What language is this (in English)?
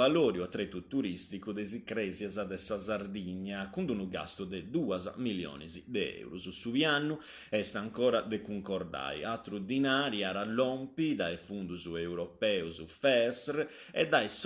Sardinian